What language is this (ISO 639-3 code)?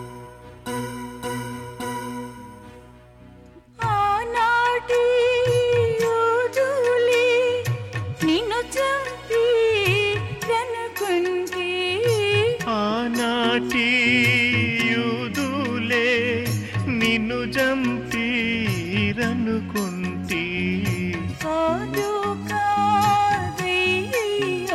tel